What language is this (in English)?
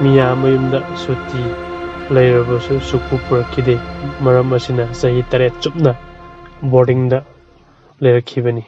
Manipuri